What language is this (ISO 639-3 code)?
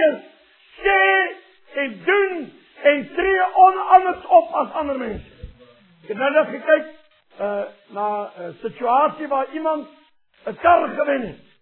afr